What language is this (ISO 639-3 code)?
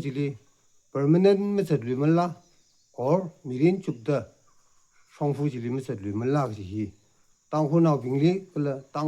nmf